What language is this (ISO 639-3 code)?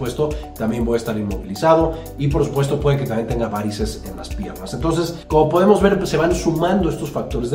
spa